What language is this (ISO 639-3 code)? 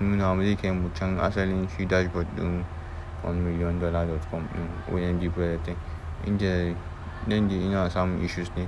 hau